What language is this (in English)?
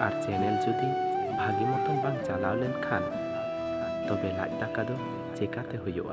Santali